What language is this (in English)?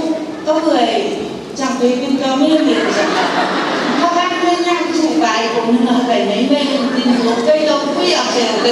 Phom Naga